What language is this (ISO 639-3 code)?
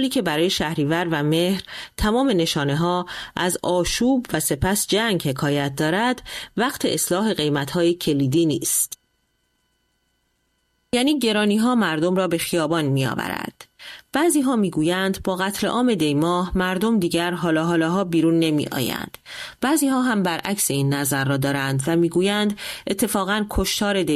fas